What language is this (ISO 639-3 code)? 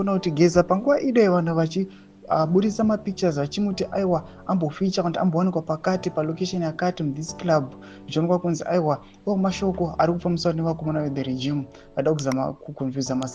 sna